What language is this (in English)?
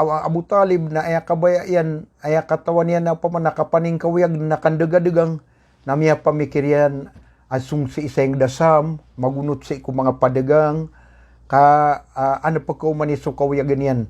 Maranao